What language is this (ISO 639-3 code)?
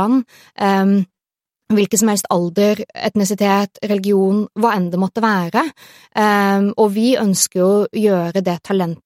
nor